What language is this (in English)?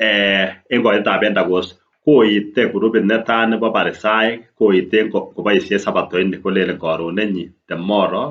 Kalenjin